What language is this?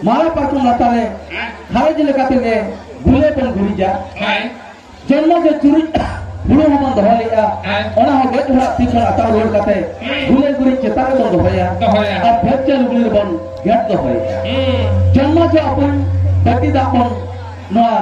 Santali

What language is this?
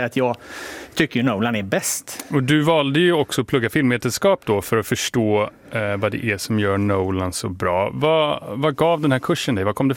Swedish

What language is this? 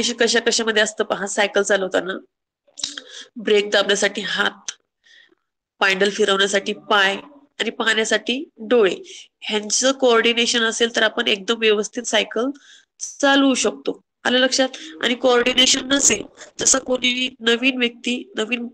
Marathi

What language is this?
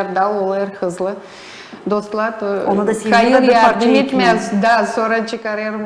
Gagauz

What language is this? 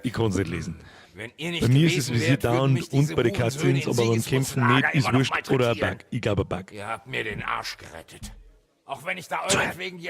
Bavarian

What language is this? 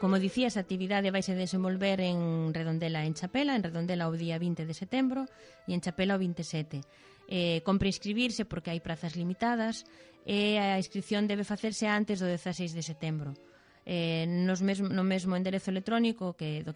Galician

